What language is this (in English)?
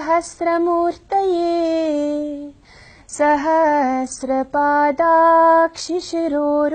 Sanskrit